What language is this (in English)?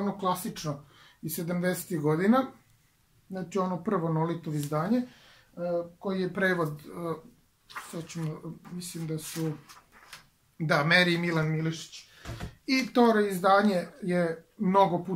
Serbian